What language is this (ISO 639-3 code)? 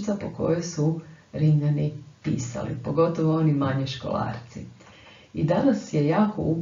hrv